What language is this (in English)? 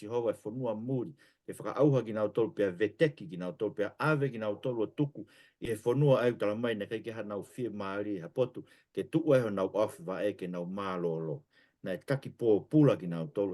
Tongan